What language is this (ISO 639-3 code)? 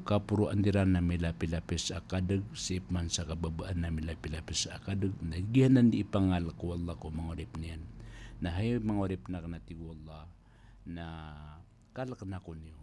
mrw